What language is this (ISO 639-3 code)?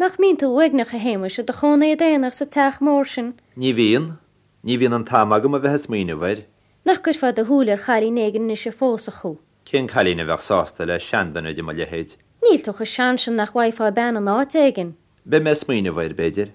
gle